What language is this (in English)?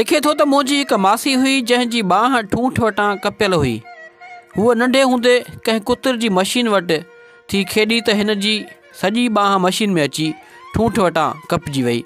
Sindhi